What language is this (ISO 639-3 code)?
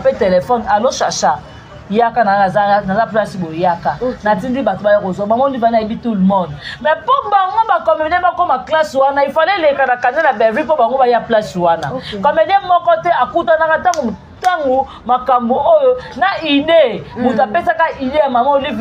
lin